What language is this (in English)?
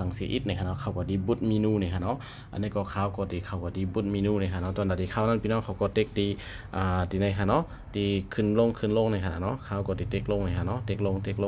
Shan